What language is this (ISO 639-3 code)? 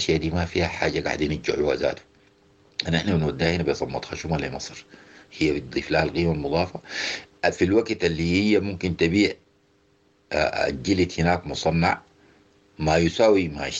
apd